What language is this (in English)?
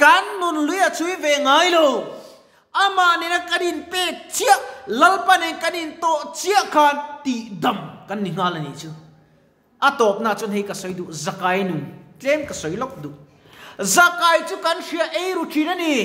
Mizo